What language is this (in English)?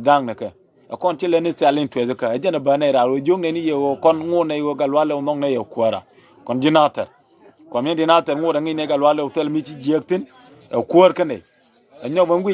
Nuer